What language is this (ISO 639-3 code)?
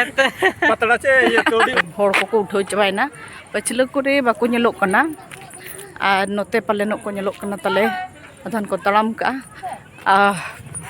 sat